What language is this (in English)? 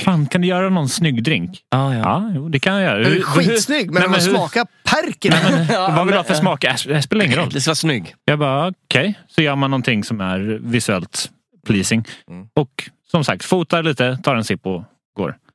Swedish